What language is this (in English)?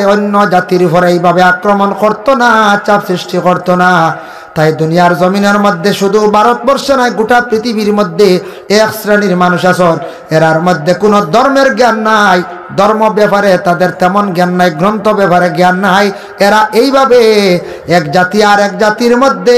Sylheti